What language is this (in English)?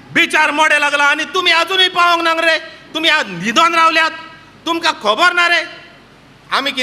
Konkani